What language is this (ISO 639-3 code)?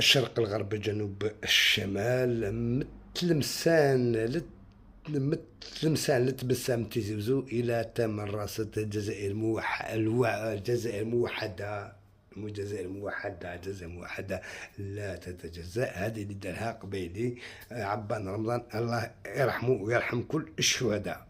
arq